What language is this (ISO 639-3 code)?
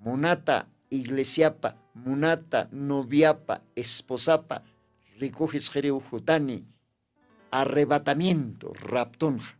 aym